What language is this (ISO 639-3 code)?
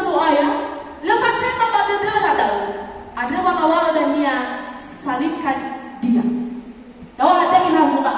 nia